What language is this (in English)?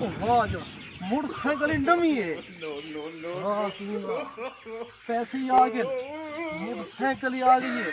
Saraiki